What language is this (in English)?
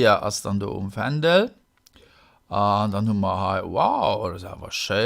Luxembourgish